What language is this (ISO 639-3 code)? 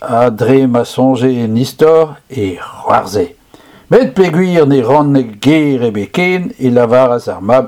bre